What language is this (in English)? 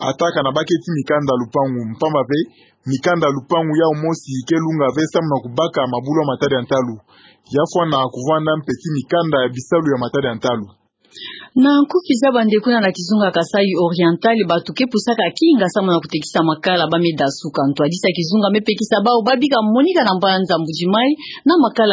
Kituba (Democratic Republic of Congo)